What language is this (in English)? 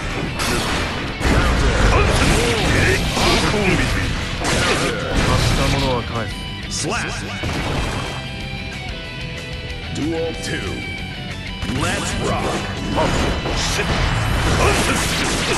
Japanese